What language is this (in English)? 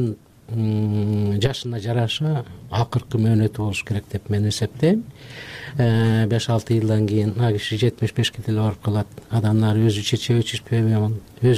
Kyrgyz